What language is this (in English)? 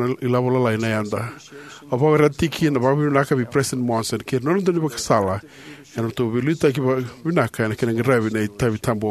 Fijian